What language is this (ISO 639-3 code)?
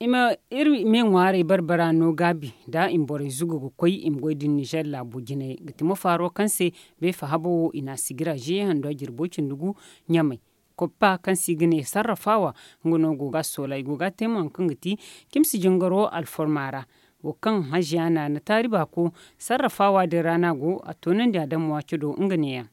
dje